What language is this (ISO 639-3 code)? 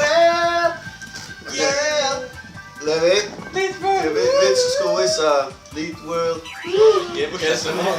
fao